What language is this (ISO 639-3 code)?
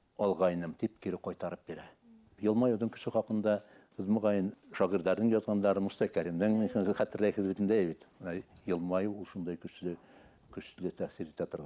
bak